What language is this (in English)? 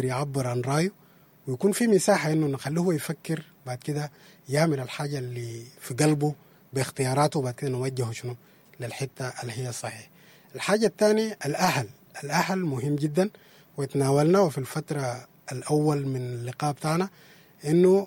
Sudanese Arabic